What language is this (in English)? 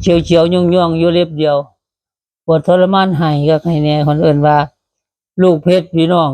Northeastern Thai